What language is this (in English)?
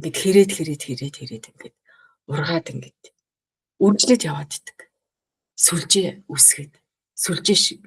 Mongolian